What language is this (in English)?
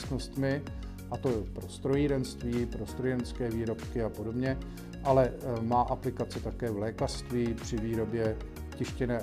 Czech